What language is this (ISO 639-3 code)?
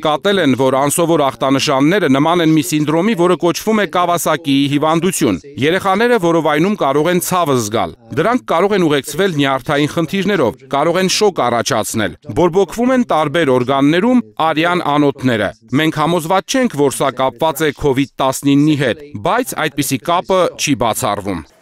hye